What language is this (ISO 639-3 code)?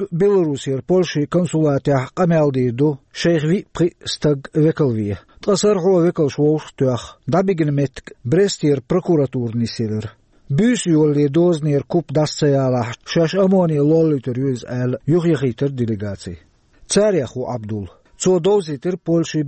che